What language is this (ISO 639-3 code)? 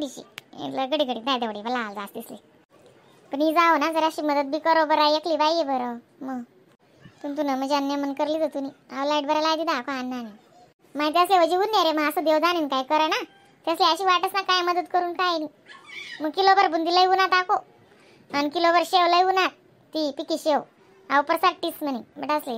khn